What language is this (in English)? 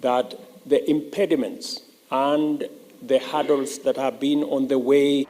Gusii